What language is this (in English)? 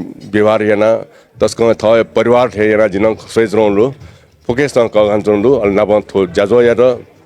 Newari